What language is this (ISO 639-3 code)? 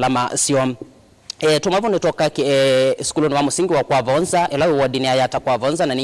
kam